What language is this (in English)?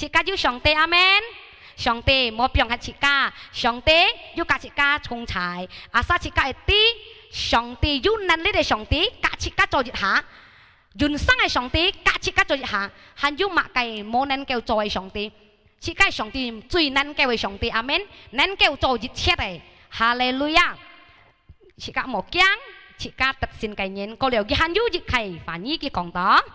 Hakka Chinese